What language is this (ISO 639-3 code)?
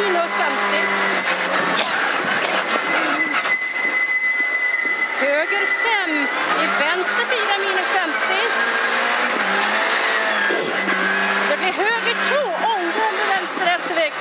swe